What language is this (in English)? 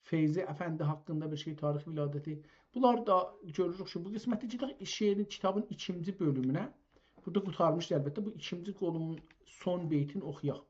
South Azerbaijani